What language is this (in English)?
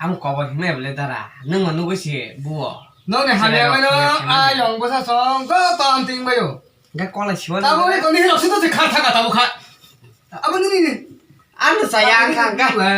Kok Borok